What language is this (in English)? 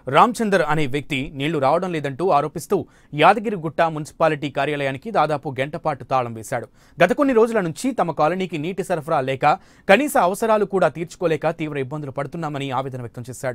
Telugu